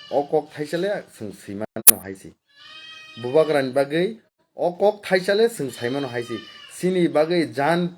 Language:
Kok Borok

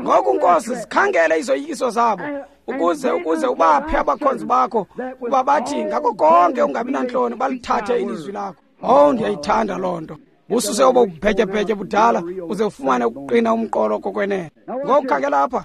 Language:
Xhosa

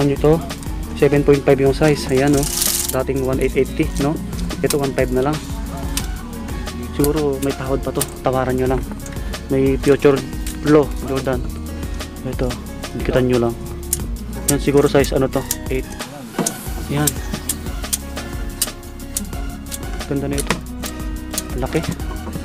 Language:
Filipino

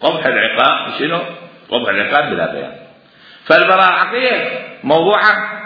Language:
Mesopotamian Arabic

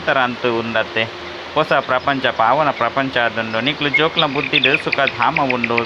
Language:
Tulu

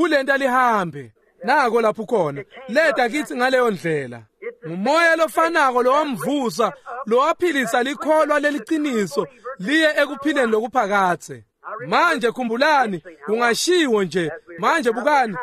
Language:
Swati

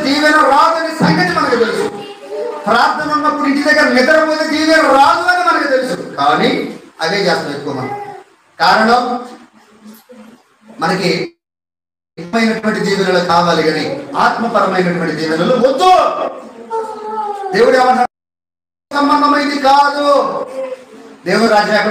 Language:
Telugu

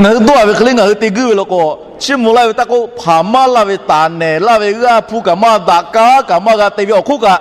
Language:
Lahu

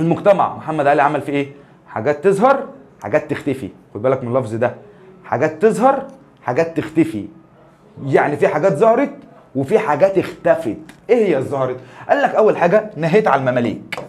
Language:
Egyptian Arabic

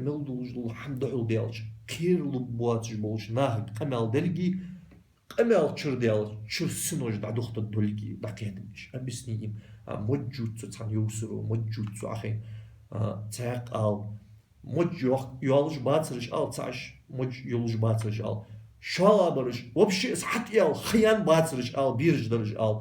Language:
Ingush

